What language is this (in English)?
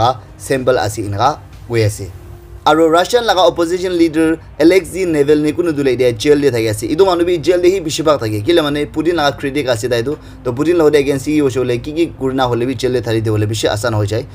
Naga Pidgin